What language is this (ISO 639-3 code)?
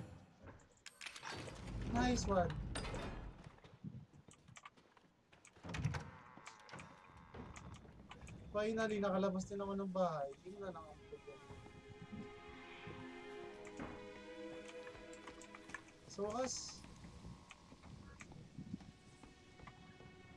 fil